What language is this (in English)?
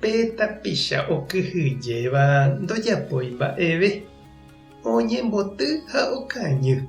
Guarani